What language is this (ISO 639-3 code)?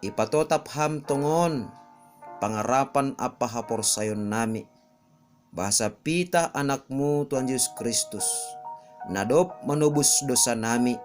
bts